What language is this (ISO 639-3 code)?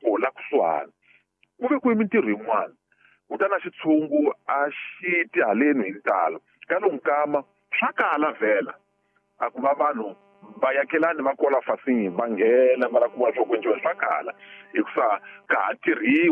tso